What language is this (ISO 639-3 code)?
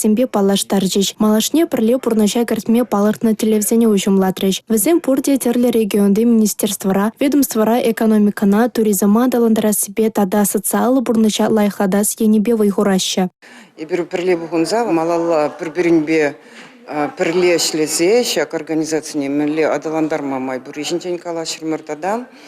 chv